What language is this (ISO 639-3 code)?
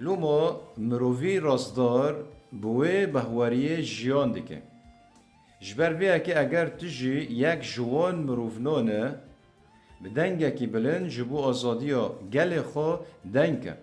kur